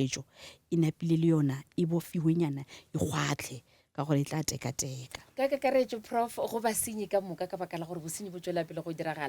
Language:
Northern Sotho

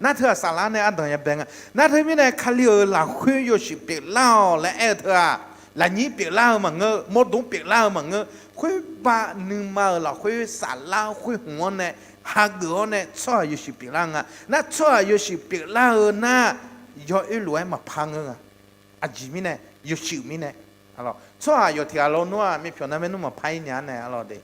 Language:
Akha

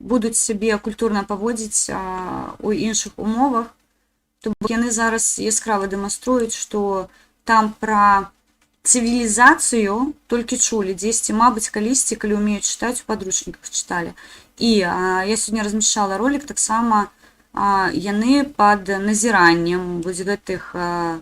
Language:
Belarusian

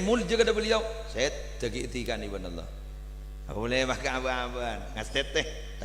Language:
Madurese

